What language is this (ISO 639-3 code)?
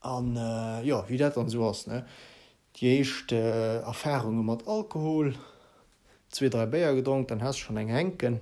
ltz